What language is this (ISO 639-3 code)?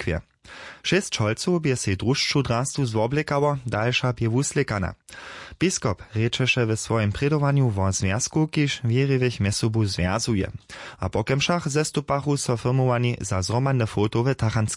hsb